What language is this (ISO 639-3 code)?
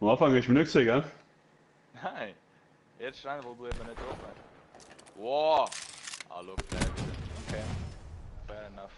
gsw